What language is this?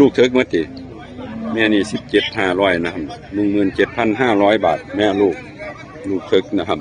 Northeastern Thai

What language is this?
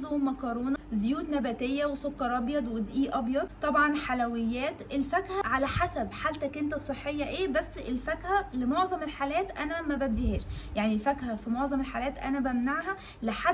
Egyptian Arabic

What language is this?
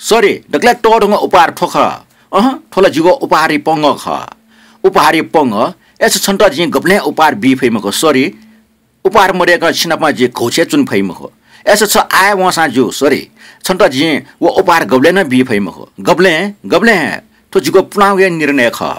Newari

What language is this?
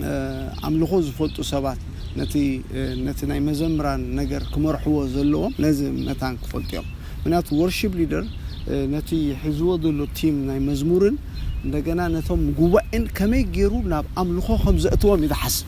Tigrinya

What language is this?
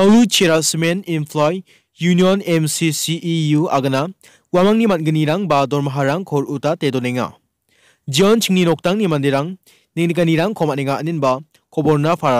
Garo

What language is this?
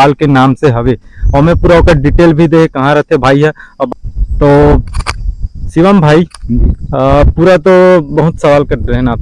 Chhattisgarhi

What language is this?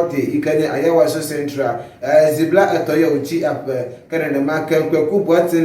Ewe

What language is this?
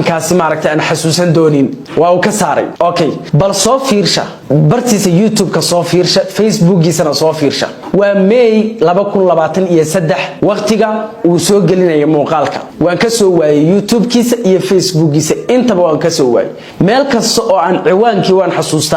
Somali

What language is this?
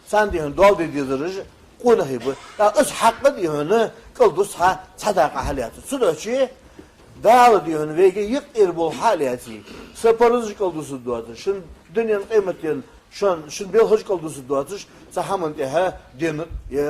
Ingush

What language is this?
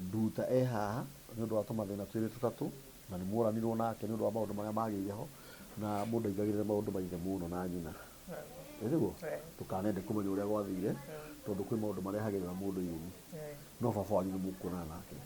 Kikuyu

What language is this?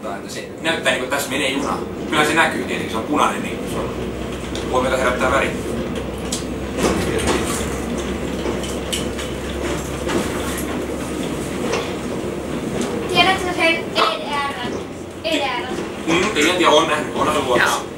Finnish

